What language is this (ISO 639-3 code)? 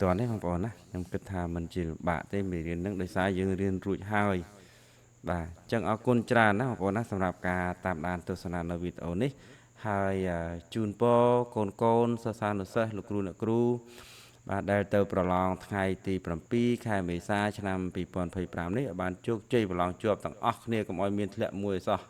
khm